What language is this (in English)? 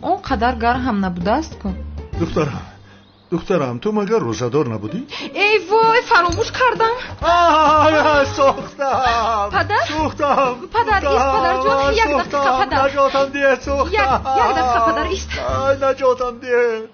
Tajik